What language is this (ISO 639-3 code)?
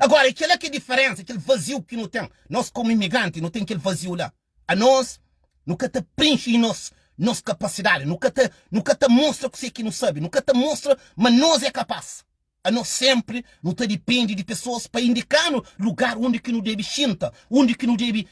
kea